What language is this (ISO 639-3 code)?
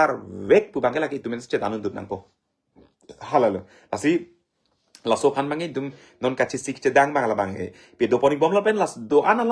mjw